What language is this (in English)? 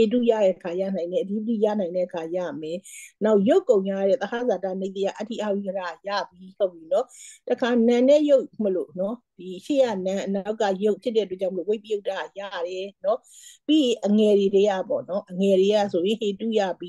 Burmese